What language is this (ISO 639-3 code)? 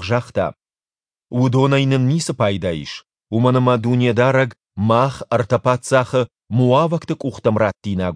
oss